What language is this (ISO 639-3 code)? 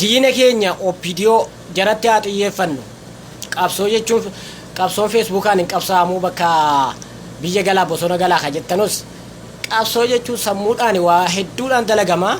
orm